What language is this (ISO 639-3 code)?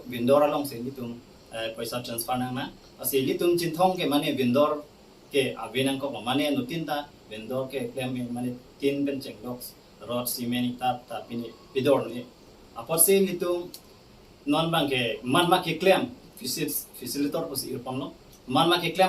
mjw